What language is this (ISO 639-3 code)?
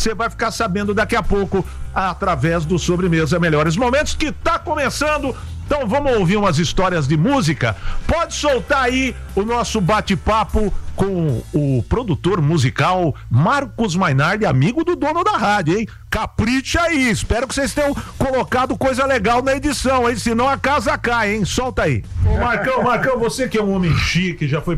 por